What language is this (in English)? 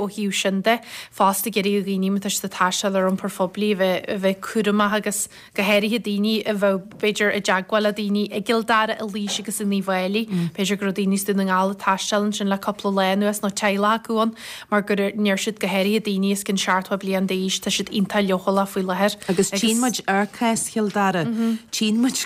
Irish